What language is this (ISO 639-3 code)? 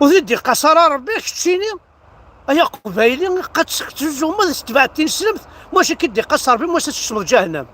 kab